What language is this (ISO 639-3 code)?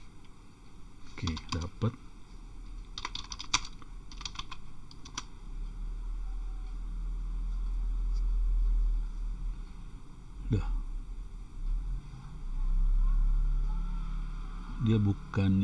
ind